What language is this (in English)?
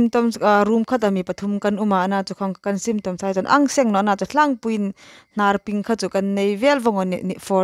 Hmar